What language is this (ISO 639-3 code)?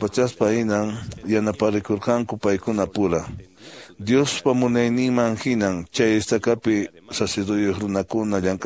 que